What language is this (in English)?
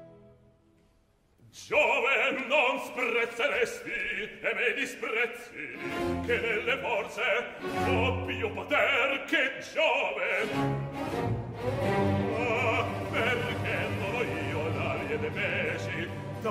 Italian